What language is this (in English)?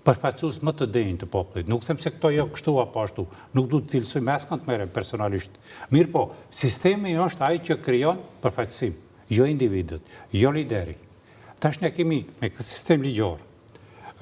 Albanian